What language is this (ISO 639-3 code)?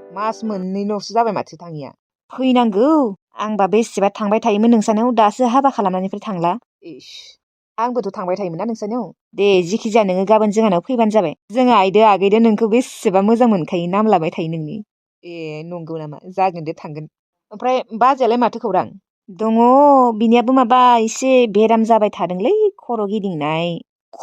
brx